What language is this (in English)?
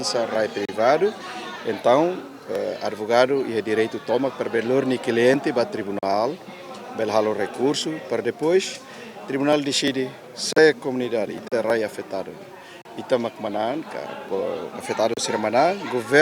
Tetum